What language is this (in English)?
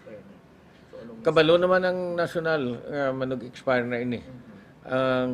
Hiligaynon